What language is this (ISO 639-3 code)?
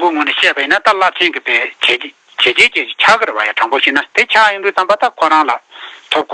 bod